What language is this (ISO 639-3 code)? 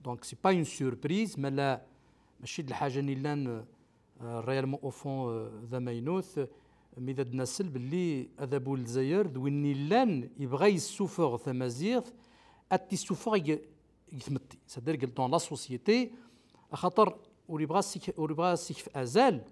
kab